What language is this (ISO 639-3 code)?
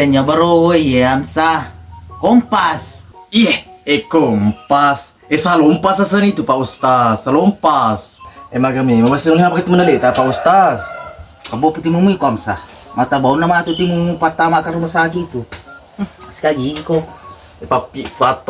bug